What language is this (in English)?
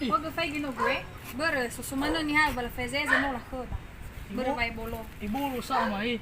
Nias